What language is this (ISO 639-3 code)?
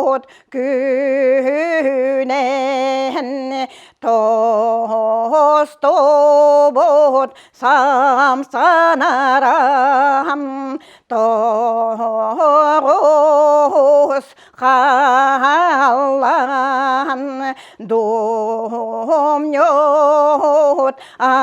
sah